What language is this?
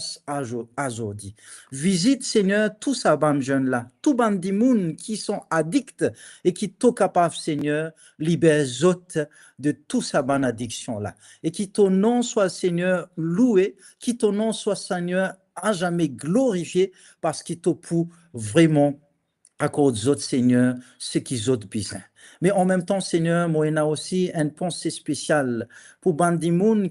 Morisyen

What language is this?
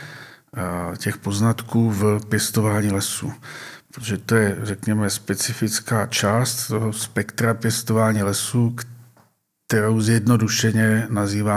Czech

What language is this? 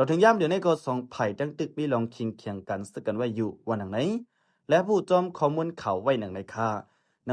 Lao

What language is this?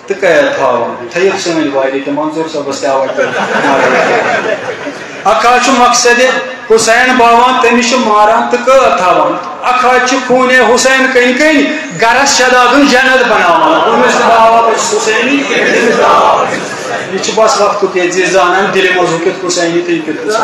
Kashmiri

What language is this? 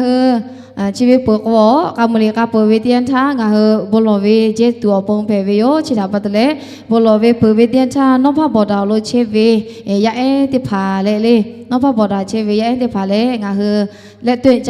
Lahu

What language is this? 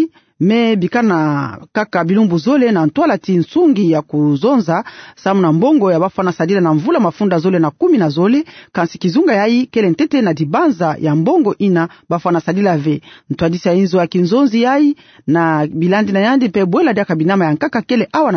Kituba (Democratic Republic of Congo)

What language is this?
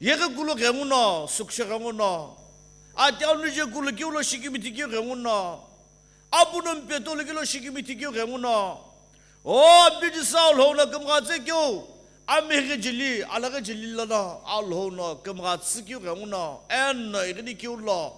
Sumi Naga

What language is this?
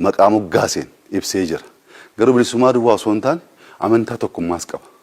Oromo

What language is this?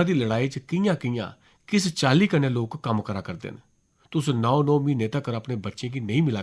Dogri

